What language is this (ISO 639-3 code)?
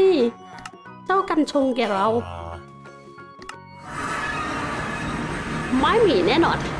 tha